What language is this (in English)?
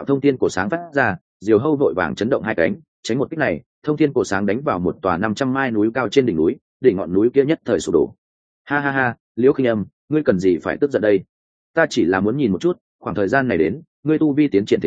Vietnamese